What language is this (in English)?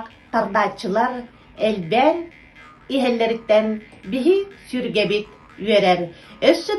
Yakut